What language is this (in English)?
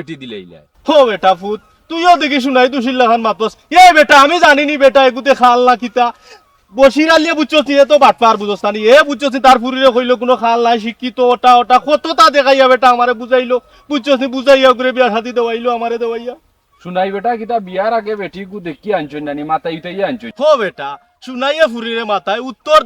Sylheti